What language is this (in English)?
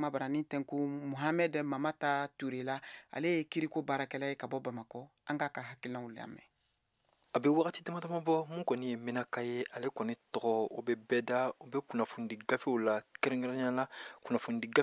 Bambara